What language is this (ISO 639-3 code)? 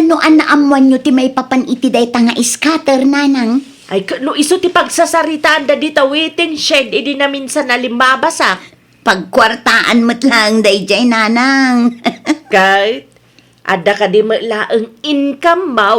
ilo